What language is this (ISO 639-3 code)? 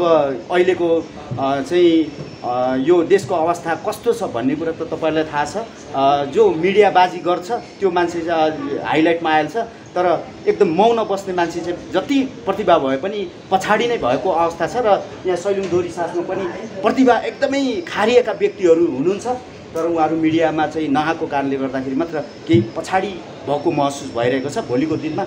nep